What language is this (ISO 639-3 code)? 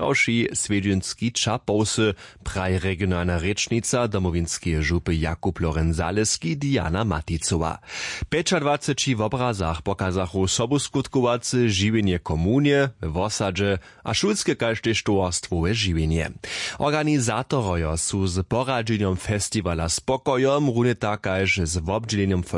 hsb